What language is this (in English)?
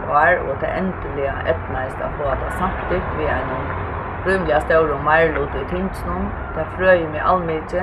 Faroese